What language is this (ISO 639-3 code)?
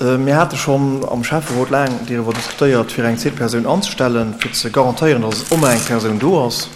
ltz